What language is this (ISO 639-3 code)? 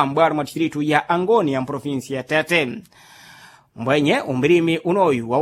seh